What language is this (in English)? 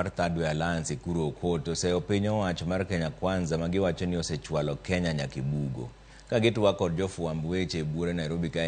Luo (Kenya and Tanzania)